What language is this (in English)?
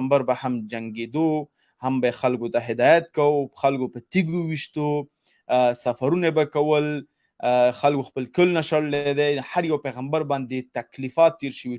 Pashto